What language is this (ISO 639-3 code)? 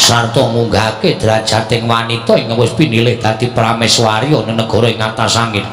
jav